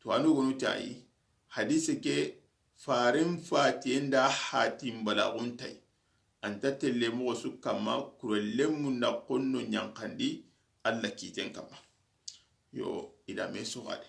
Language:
Soninke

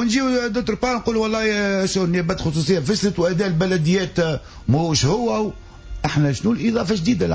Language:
Tunisian Arabic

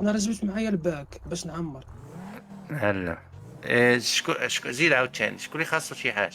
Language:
Moroccan Arabic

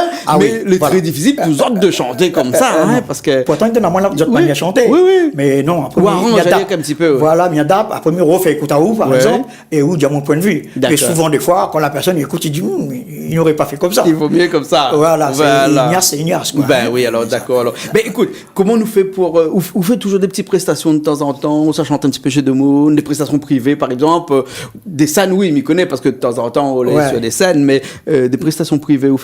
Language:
Réunion Creole French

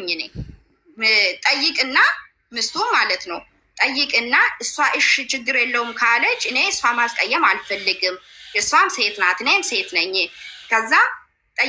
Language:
Amharic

